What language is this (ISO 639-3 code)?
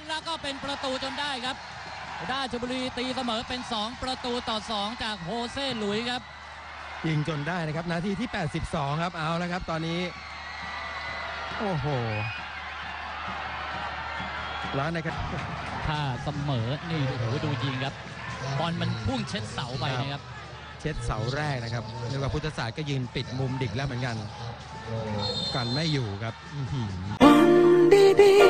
tha